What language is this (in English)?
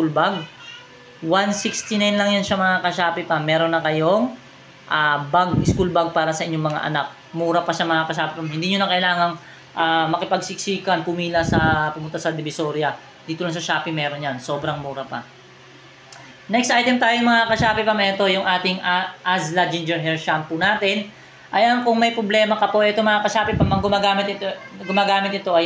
Filipino